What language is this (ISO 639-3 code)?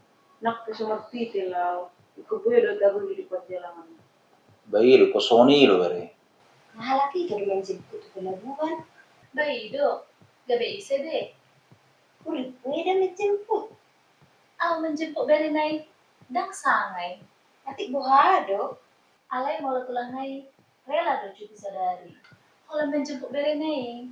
bbc